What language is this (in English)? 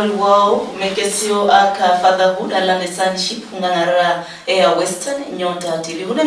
Luyia